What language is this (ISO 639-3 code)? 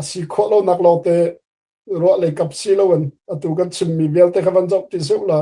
cnh